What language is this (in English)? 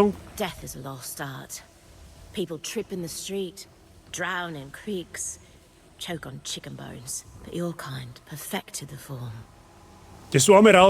Bavarian